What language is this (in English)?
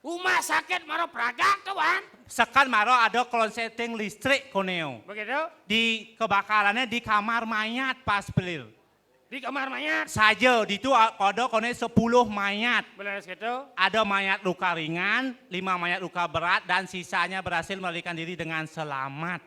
Balinese